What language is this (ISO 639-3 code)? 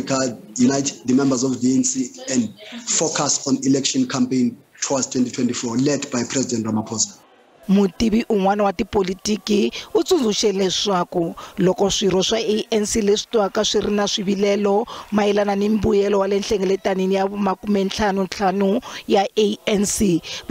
tso